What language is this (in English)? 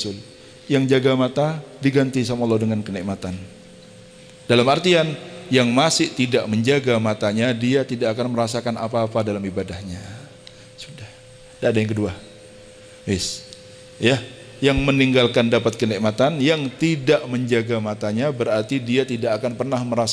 Indonesian